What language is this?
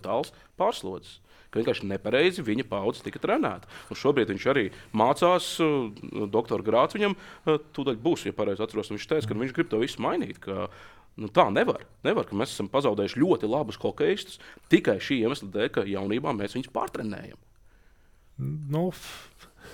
Latvian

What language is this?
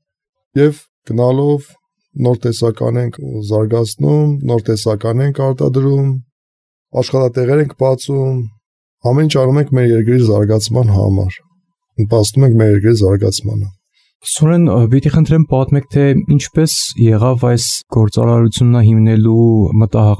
Armenian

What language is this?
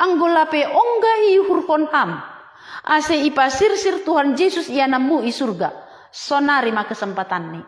Batak Simalungun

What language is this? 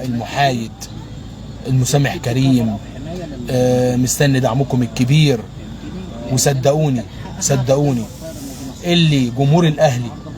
Egyptian Arabic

